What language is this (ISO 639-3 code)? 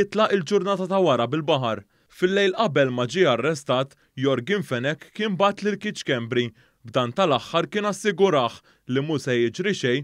mlt